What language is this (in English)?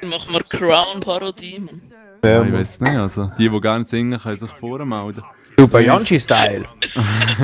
Swiss German